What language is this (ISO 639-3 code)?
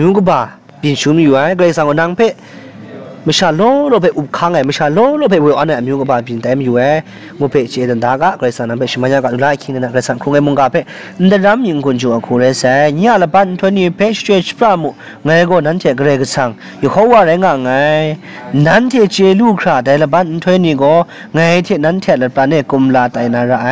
kac